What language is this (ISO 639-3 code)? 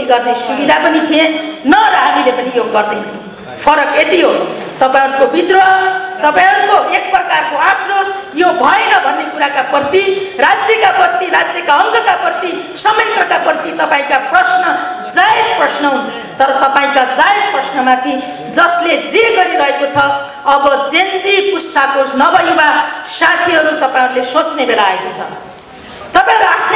nep